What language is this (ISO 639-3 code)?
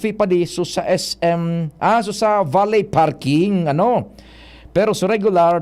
bik